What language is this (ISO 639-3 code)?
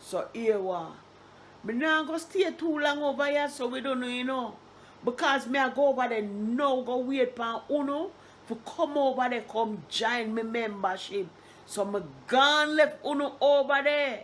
jam